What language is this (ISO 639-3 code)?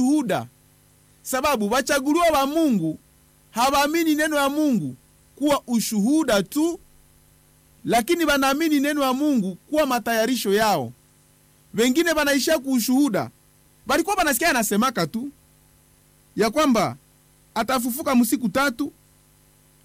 swa